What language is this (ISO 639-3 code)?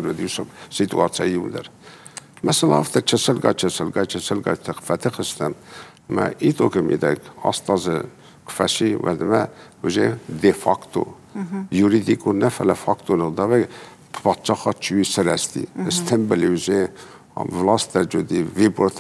oss